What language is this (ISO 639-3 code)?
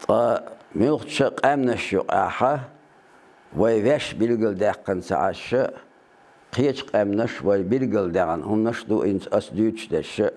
che